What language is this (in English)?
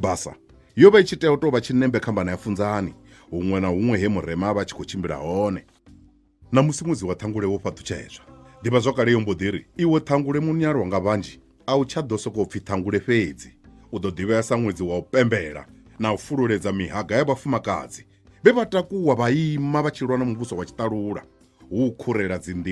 Venda